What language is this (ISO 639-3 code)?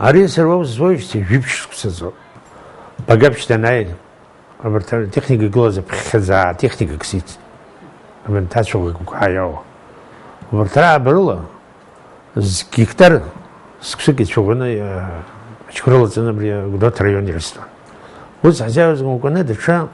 abk